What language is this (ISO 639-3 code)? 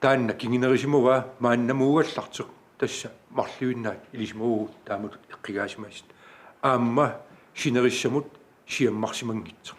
kal